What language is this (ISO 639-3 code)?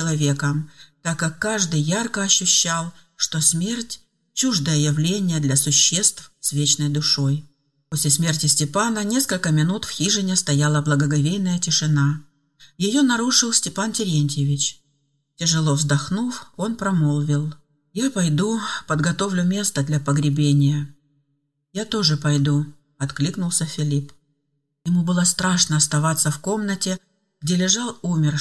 rus